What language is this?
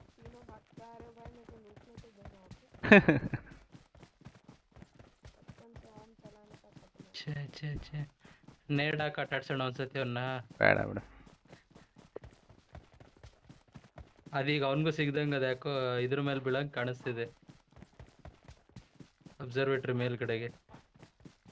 Kannada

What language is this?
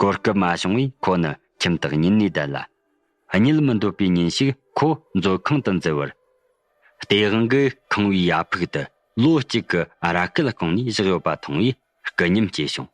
Tibetan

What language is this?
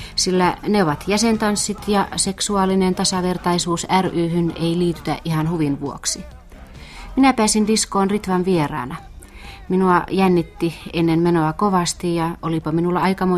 Finnish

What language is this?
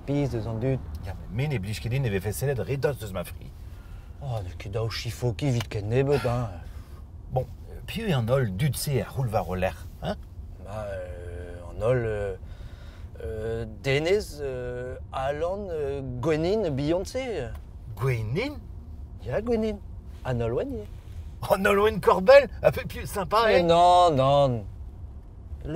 Breton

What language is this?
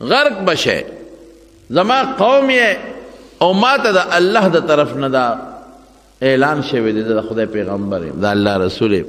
Pashto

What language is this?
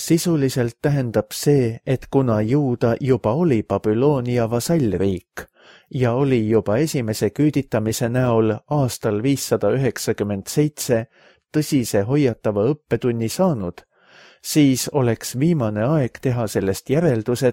Estonian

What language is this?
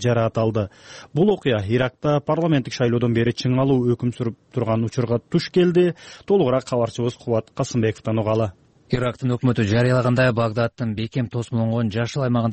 Kyrgyz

